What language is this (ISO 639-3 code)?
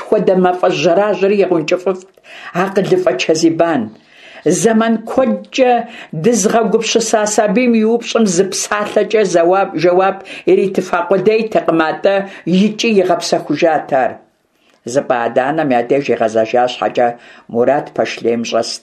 kbd